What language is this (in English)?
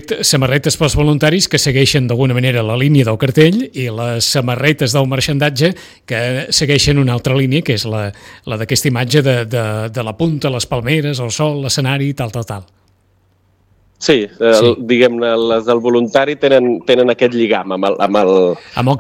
Catalan